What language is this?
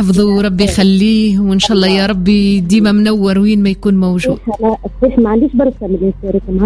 Tunisian Arabic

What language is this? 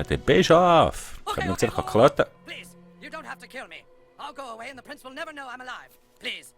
Swiss German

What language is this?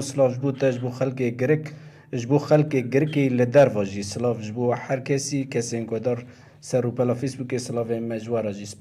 Kurdish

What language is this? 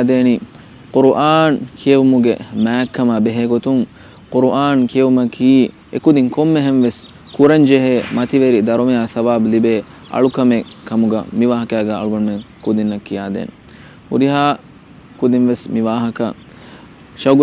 Divehi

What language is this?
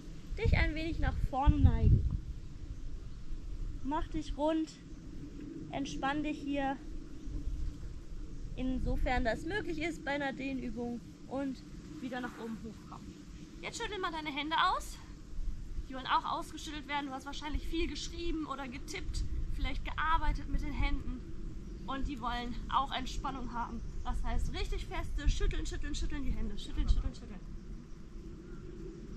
German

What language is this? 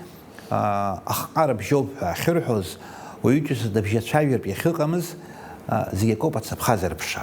Abkhazian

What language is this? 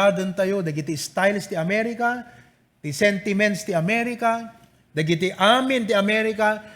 Iloko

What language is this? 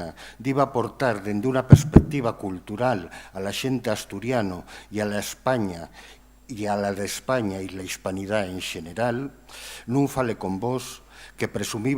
Asturian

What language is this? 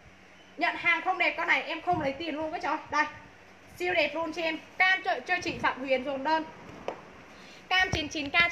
Vietnamese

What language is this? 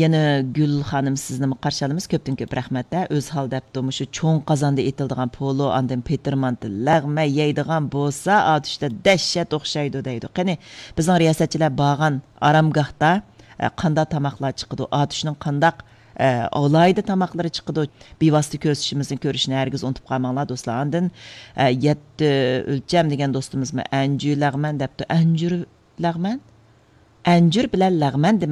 Uyghur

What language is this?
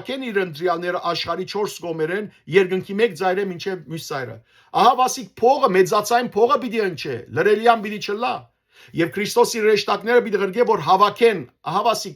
Western Armenian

